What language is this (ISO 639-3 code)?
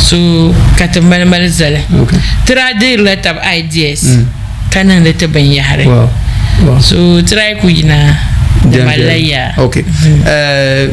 dag